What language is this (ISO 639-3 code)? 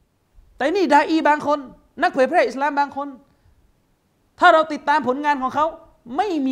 tha